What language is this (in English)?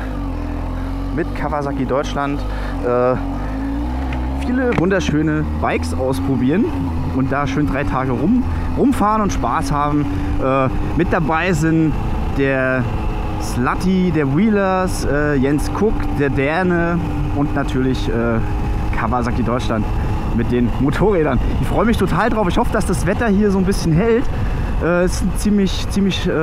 German